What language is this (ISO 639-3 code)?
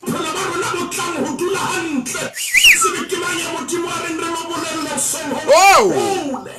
sot